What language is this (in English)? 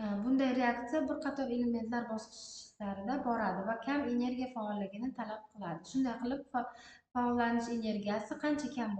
Uzbek